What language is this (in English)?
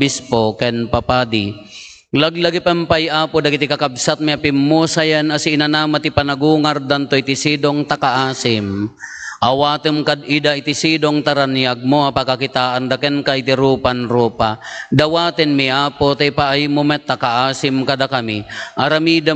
Iloko